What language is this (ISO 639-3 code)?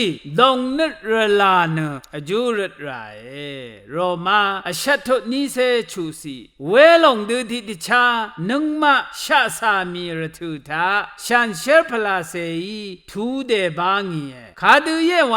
raw